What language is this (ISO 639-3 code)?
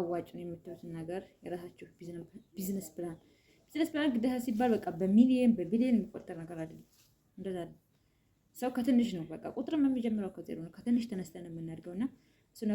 amh